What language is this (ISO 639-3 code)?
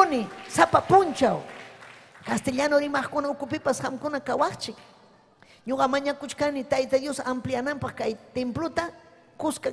quy